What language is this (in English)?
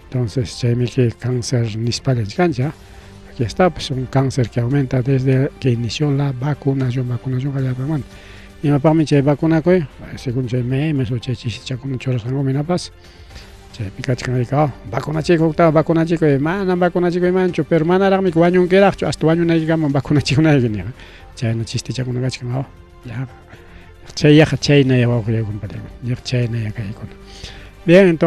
Ayacucho Quechua